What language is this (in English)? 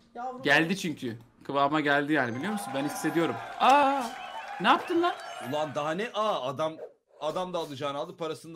Turkish